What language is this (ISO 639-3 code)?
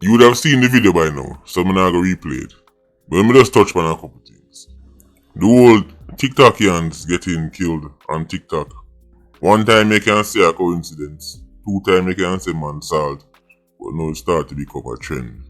jam